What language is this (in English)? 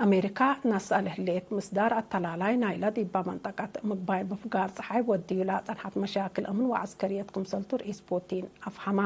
Tigre